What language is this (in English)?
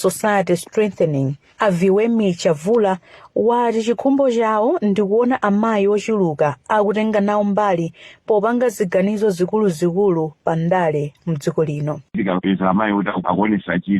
Nyanja